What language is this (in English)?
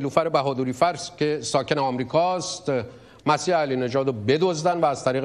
Persian